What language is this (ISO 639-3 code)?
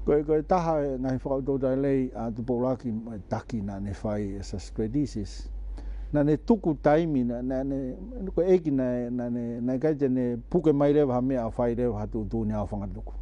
ton